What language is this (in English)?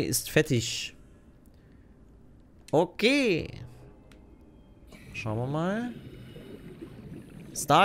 German